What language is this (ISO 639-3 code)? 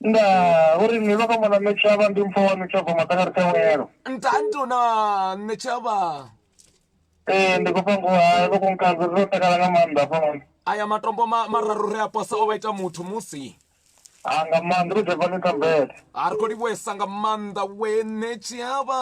ven